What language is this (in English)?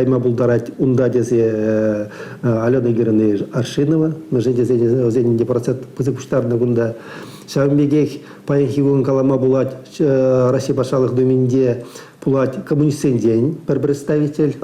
Chuvash